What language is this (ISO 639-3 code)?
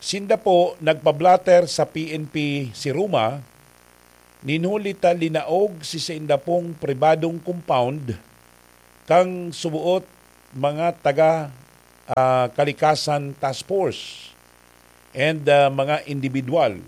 bik